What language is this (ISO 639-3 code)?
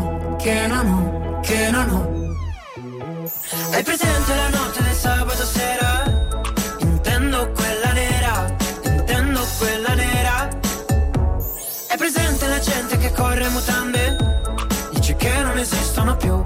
ita